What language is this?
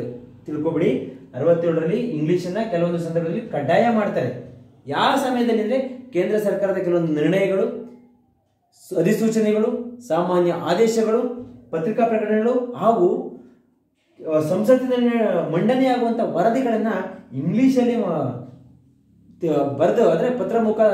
Kannada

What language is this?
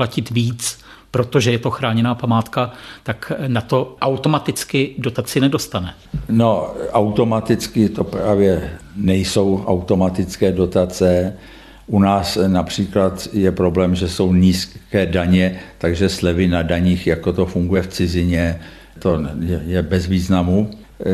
Czech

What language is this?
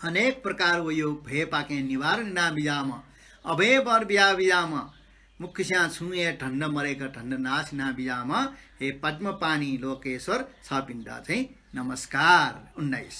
Newari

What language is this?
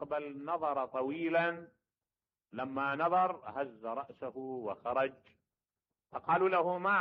Mesopotamian Arabic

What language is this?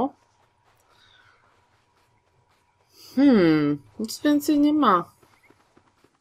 Polish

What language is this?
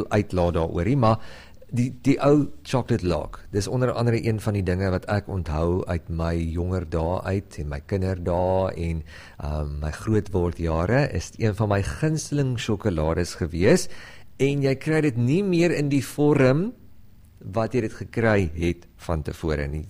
Afrikaans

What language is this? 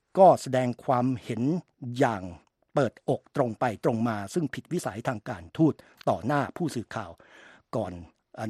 Thai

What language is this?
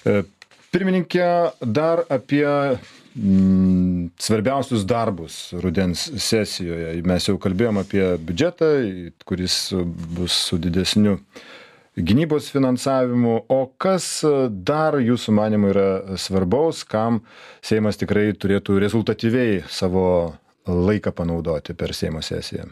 Lithuanian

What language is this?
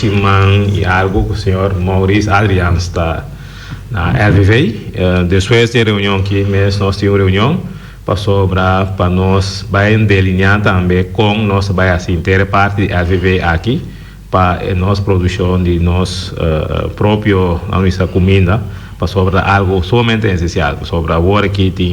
Papiamento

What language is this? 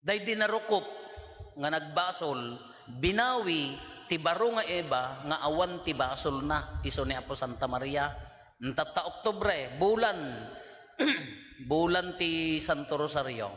Iloko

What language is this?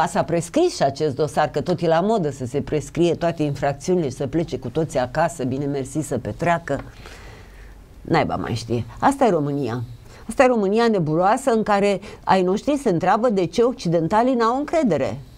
Romanian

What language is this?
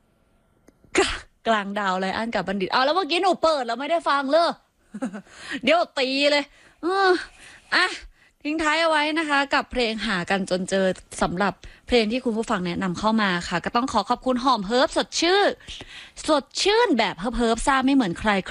Thai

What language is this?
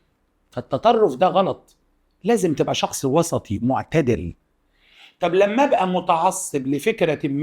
Egyptian Arabic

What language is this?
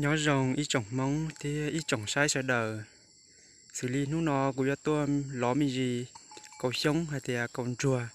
Hmong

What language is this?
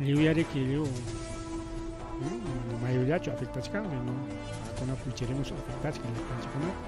Ayacucho Quechua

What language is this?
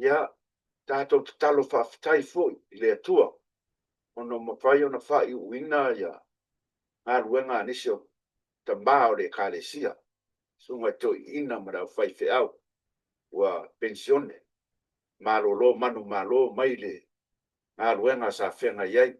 Samoan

